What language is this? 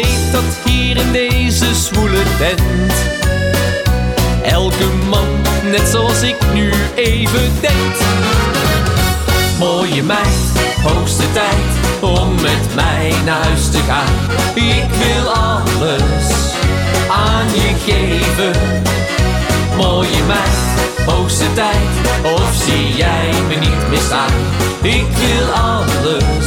Dutch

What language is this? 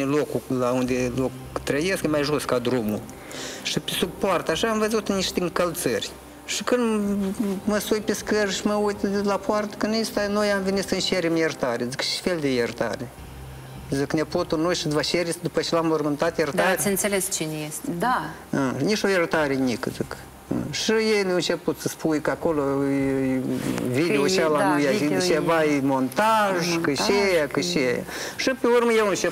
Romanian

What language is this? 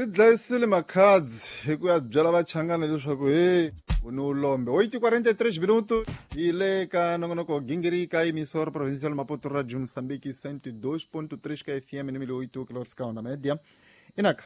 Tsonga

